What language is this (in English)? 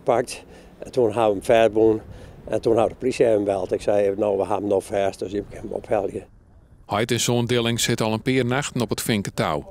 Western Frisian